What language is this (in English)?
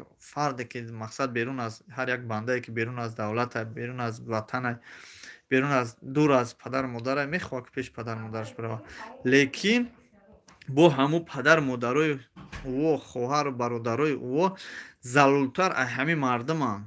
Tajik